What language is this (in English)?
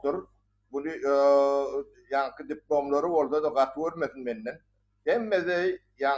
Turkmen